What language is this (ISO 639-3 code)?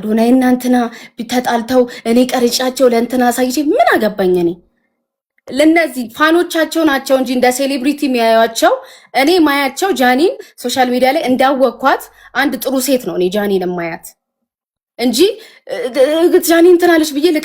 amh